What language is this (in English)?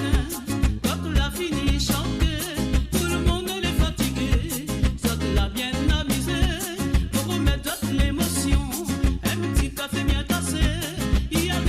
Morisyen